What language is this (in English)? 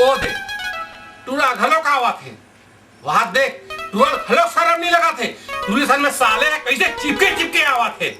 Chhattisgarhi